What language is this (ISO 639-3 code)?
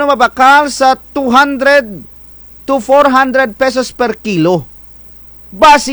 krj